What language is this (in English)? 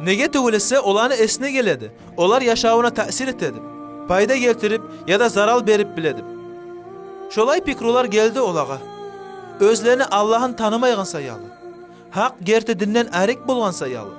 Kumyk